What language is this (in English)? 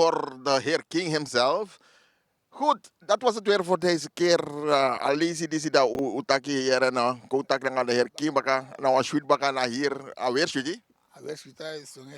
Sranan Tongo